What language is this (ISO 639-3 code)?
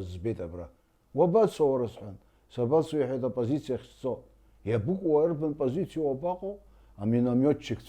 abk